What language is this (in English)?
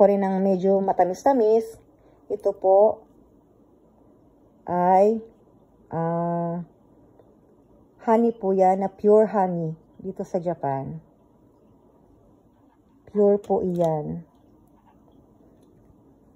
Filipino